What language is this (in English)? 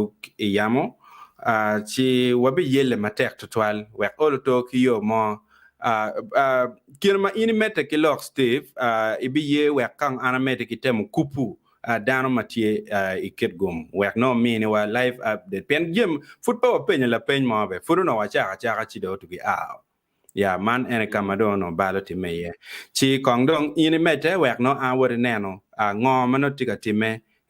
Acoli